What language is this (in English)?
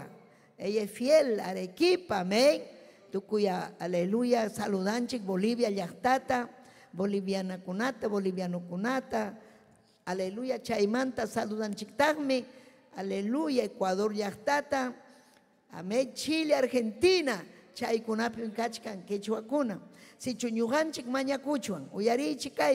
Ayacucho Quechua